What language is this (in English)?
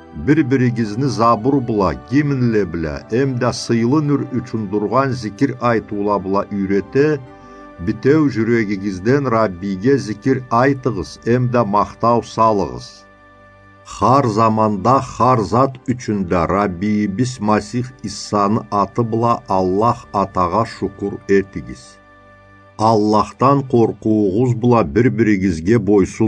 Karachay-Balkar